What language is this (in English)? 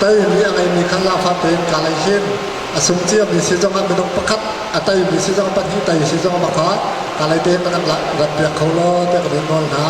Hakha Chin